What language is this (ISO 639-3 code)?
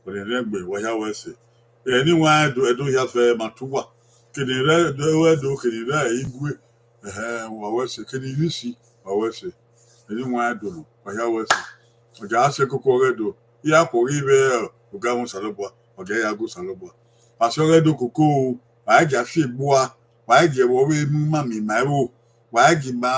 bin